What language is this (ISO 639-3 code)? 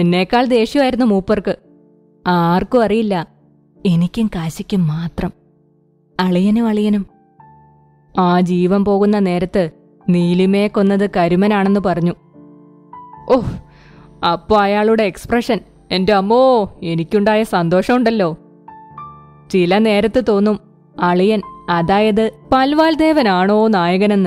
mal